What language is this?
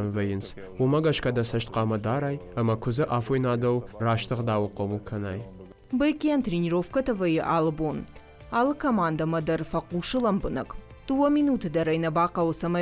Ossetic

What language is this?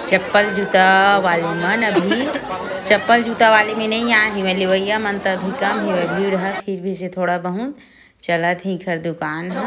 Chhattisgarhi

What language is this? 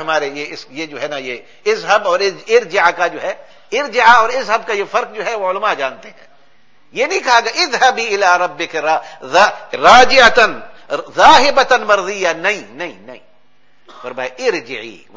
Urdu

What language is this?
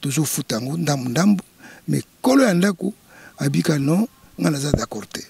Lingala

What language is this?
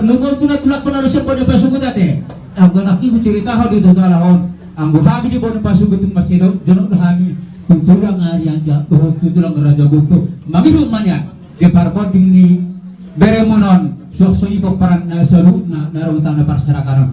Batak Toba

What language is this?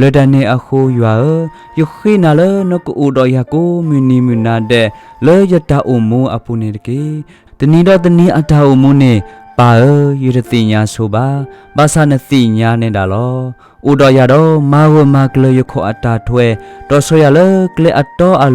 S'gaw Karen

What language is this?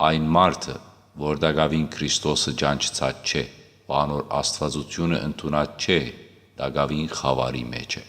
Western Armenian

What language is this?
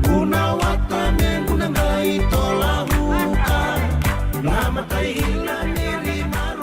Fijian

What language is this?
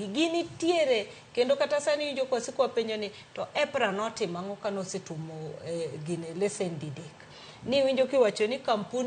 Luo (Kenya and Tanzania)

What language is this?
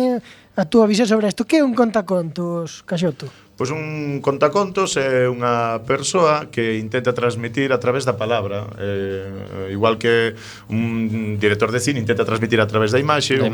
Galician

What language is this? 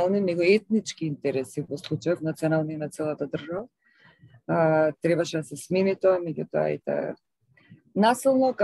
Macedonian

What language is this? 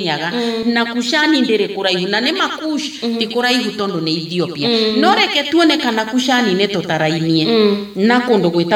Kikuyu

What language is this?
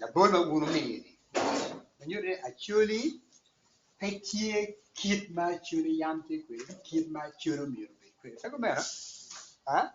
Acoli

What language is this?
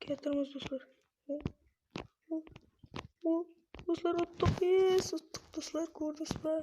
Kara-Kalpak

